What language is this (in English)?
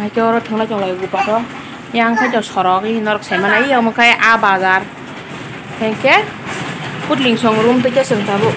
Kok Borok